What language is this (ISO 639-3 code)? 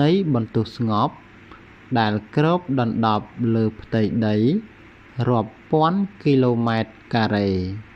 khm